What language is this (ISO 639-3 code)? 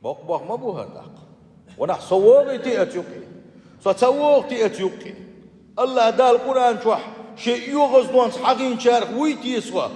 che